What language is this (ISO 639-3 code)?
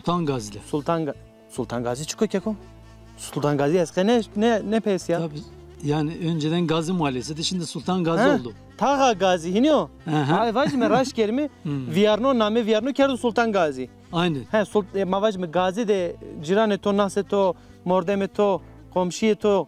zza